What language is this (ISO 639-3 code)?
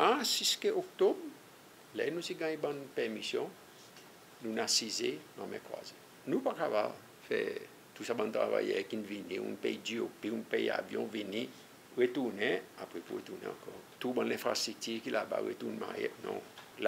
crs